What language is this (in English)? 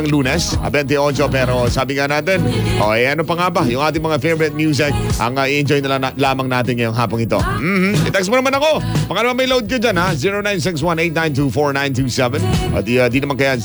Filipino